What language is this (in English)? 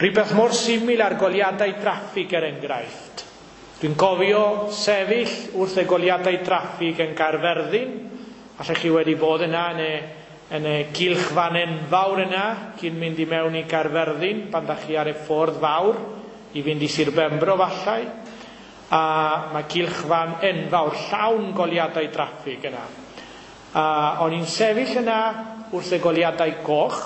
Welsh